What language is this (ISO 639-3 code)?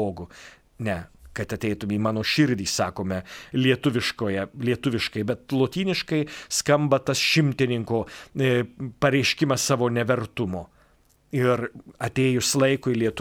lit